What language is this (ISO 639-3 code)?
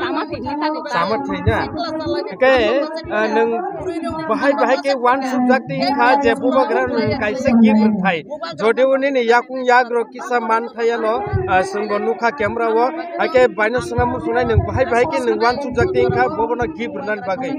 trp